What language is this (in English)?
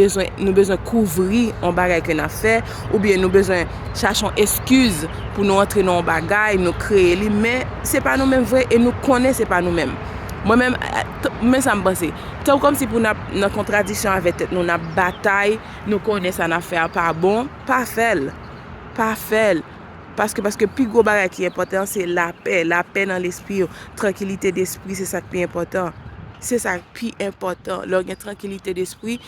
Haitian Creole